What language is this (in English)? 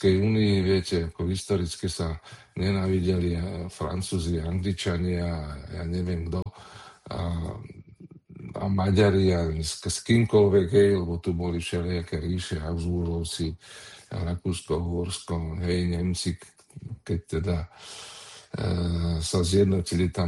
Slovak